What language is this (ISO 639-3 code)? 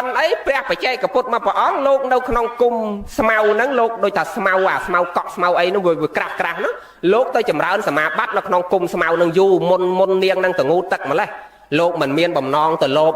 khm